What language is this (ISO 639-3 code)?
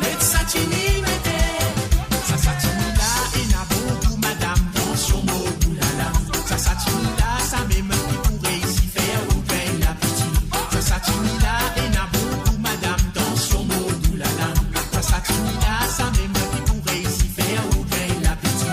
mfe